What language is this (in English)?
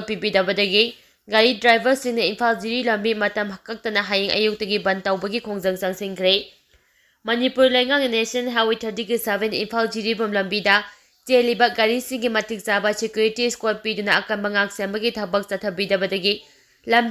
Manipuri